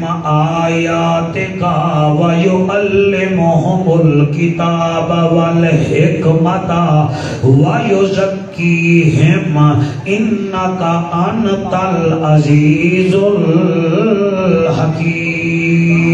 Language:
Saraiki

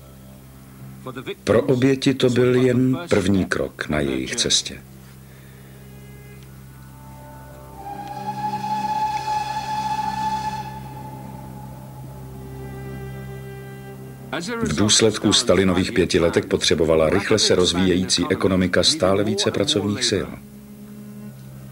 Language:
Czech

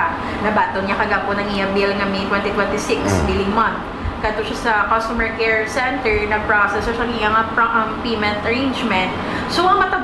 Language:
Hiligaynon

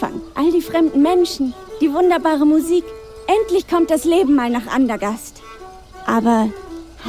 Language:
Bavarian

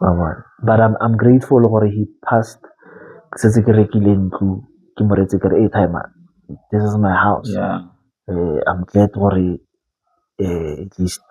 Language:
Tswana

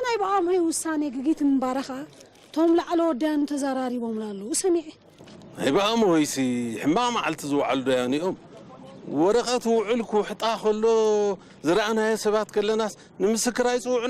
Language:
Tigrinya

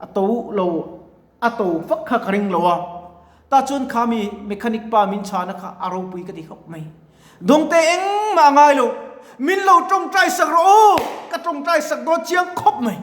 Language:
Mizo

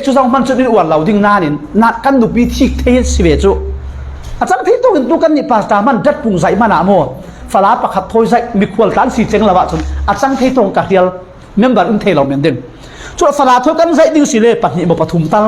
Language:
Falam Chin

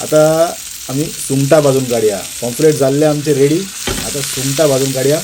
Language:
Konkani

